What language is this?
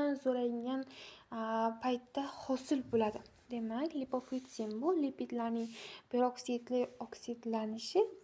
Uzbek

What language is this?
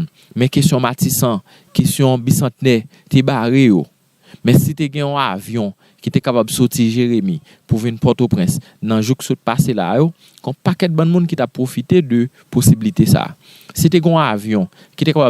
Haitian Creole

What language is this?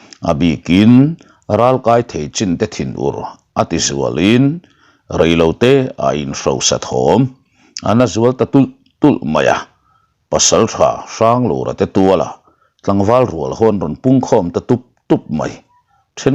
Mizo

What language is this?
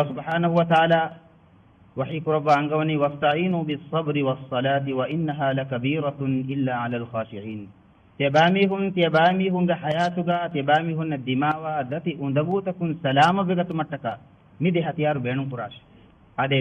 Divehi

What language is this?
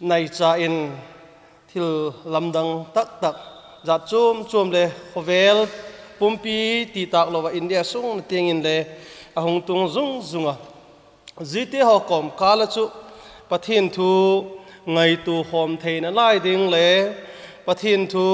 Vaiphei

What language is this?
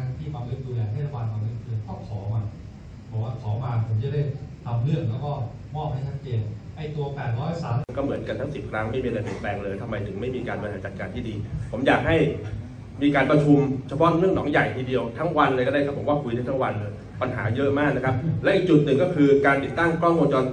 Thai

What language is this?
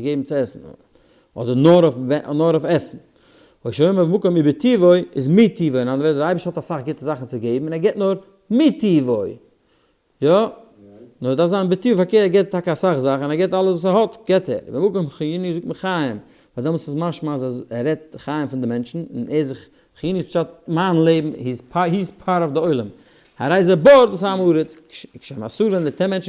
Yiddish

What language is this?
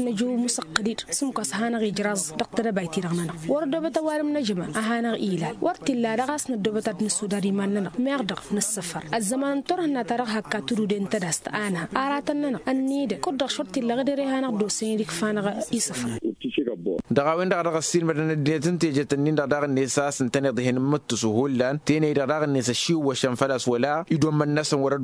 Tamasheq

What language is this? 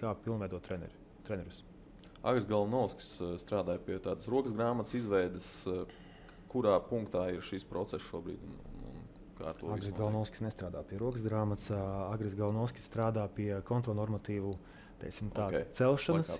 Latvian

